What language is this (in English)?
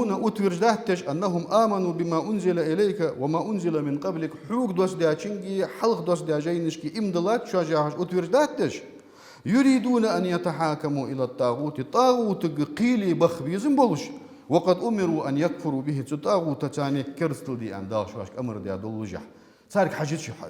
Ingush